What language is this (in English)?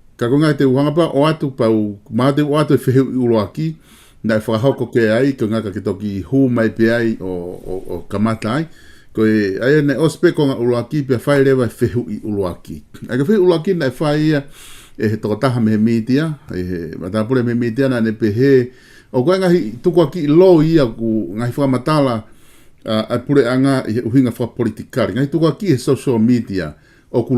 Tongan